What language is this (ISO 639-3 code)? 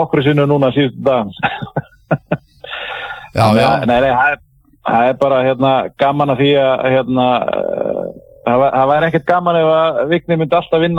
isl